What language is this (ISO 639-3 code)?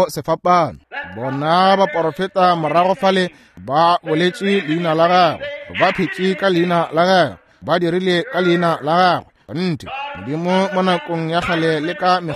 nso